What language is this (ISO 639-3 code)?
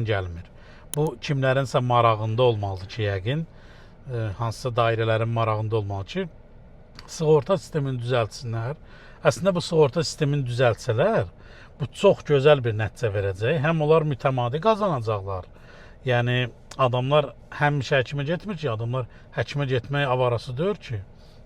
aze